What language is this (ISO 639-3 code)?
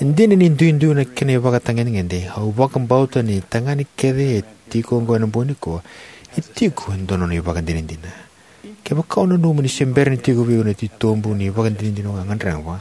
fij